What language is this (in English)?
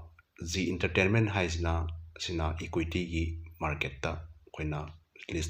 Manipuri